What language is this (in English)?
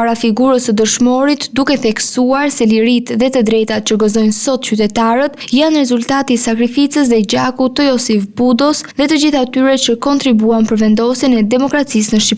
Albanian